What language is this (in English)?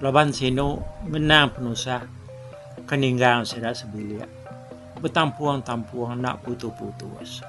Iban